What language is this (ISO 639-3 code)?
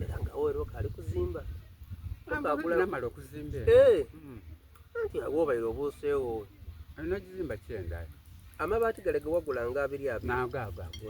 xog